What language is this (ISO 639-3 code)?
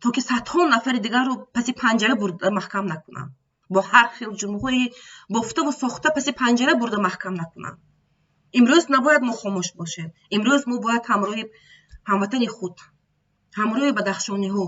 tgk